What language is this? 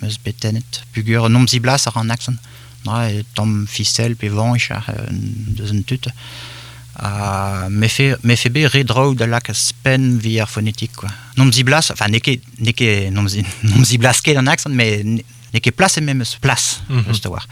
Breton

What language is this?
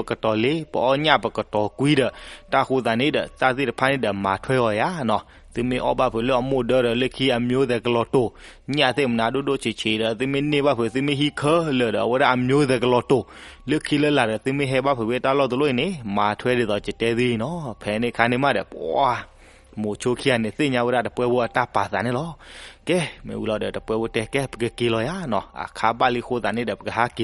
S'gaw Karen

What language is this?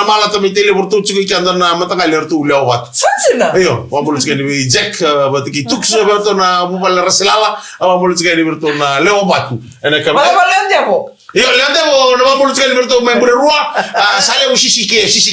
Fijian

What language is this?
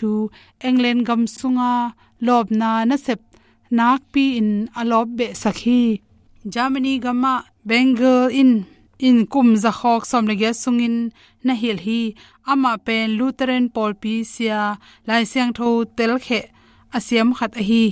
Tedim Chin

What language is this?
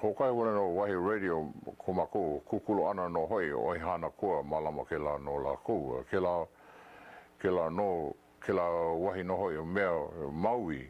Hawaiian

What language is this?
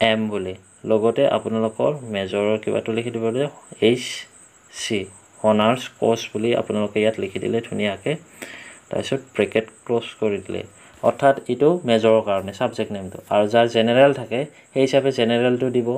Assamese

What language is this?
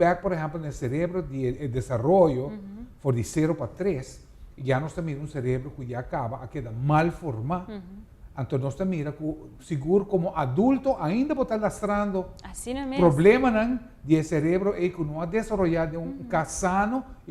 Papiamento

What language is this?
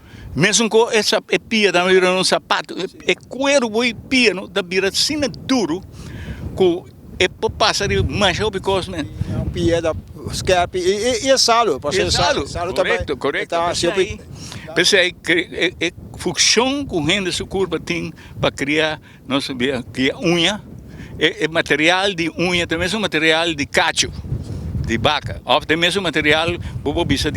Papiamento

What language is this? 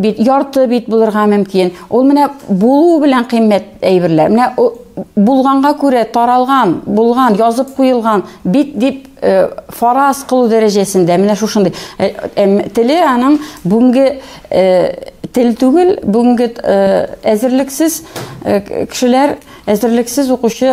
Tatar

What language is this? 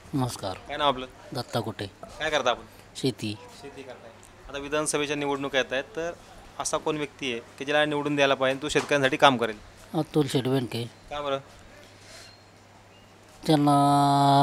Marathi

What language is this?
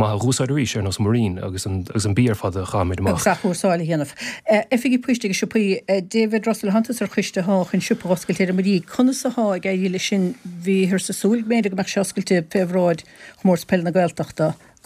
Irish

